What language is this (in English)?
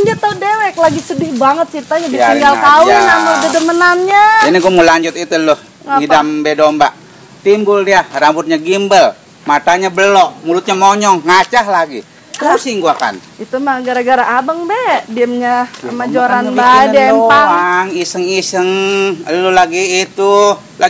Betawi